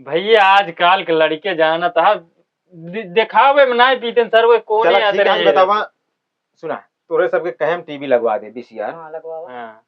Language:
Awadhi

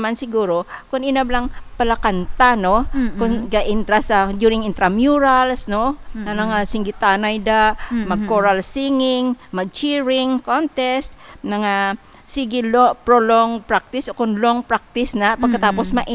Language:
Hiligaynon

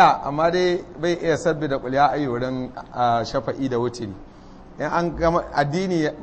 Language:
Hausa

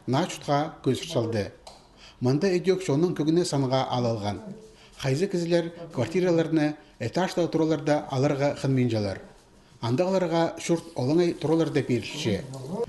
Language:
Khakas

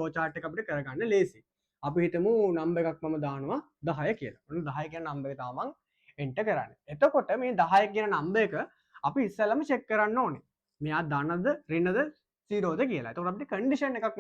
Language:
Sinhala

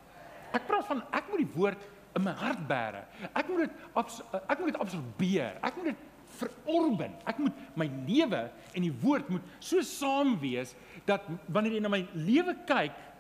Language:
Afrikaans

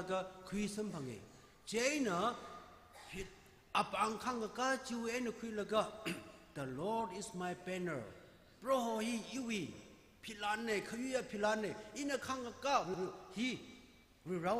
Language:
Tangkhul Naga (India)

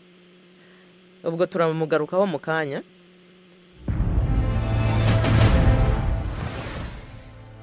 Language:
Kinyarwanda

